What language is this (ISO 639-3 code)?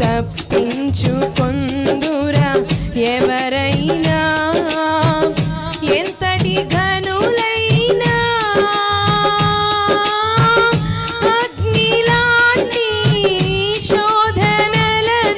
tel